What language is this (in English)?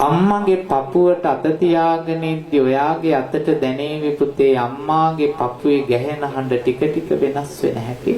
Sinhala